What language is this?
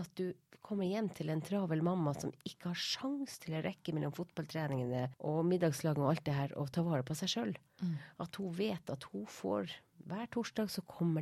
Norwegian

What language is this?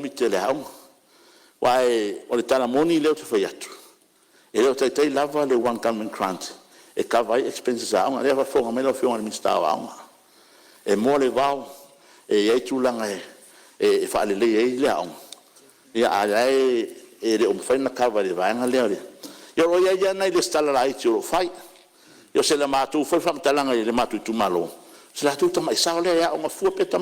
Samoan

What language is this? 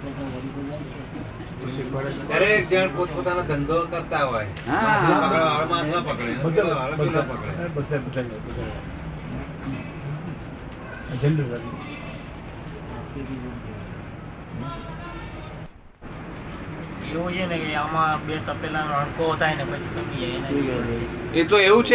Gujarati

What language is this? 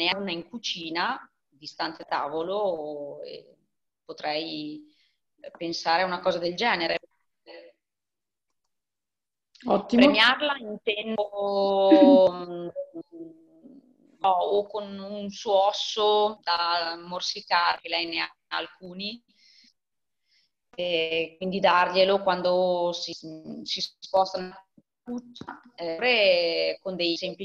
Italian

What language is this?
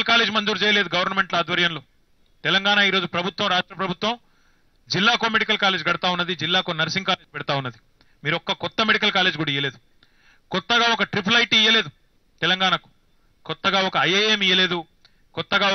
Telugu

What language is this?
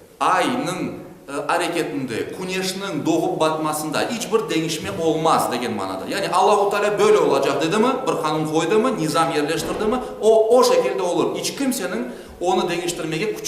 Crimean Tatar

